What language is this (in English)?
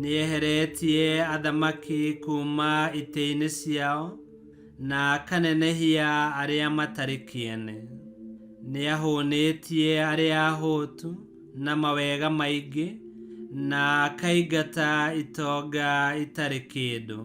Kikuyu